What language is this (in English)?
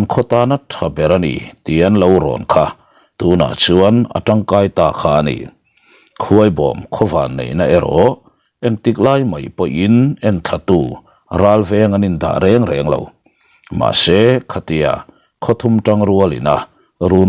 Mizo